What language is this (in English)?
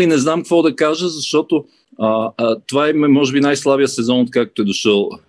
Bulgarian